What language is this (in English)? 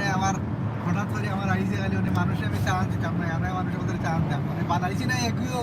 Sylheti